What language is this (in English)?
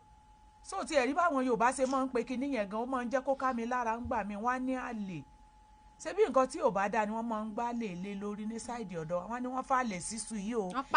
Yoruba